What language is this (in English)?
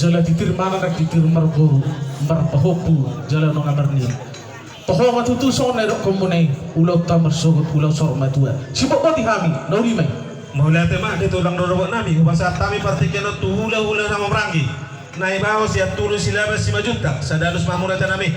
Batak Toba